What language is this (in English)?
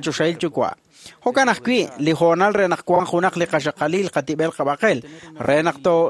Kekchí